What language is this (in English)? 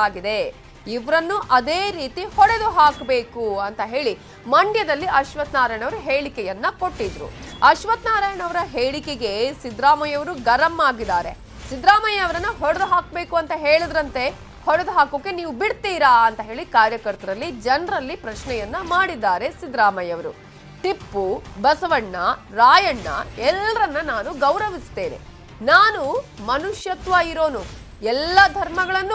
Kannada